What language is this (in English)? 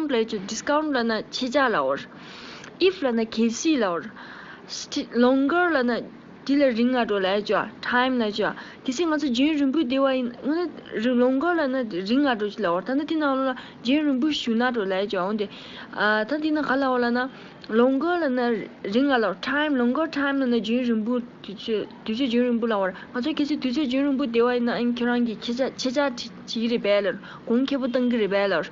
Tibetan